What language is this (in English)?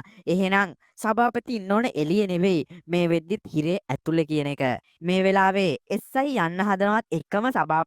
Sinhala